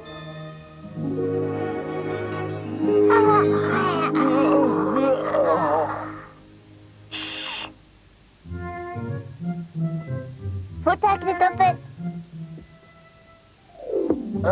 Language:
Norwegian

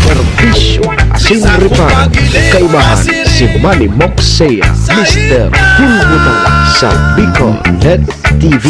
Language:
Bikol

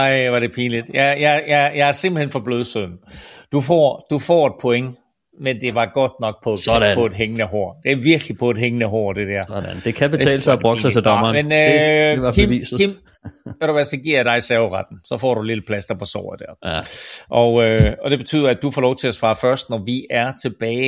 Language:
Danish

